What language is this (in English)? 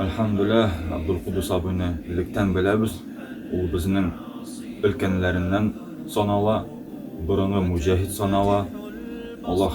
Tatar